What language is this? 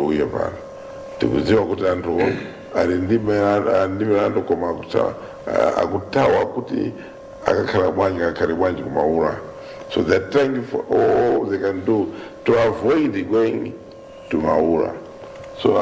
Nyanja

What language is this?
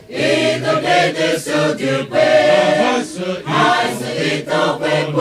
Poumei Naga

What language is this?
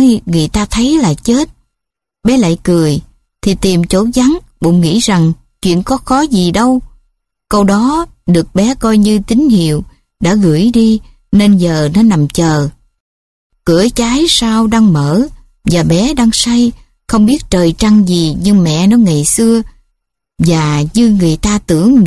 Vietnamese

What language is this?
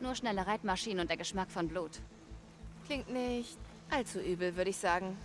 Bavarian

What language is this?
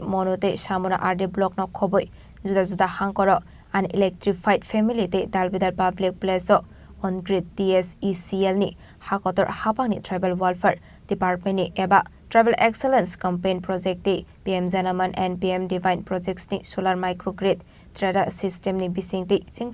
Kok Borok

